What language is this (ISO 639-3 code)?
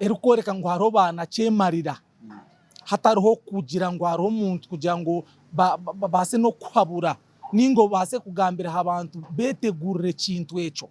nyn